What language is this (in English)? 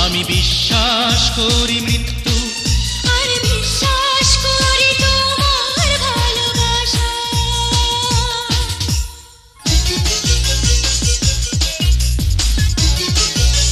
Bangla